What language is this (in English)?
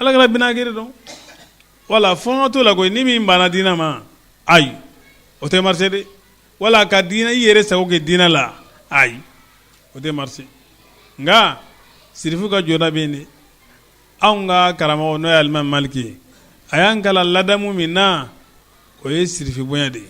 Bambara